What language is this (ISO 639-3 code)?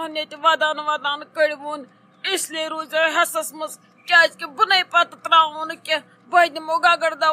kas